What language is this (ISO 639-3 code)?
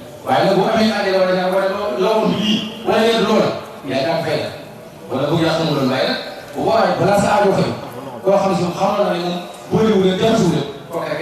wol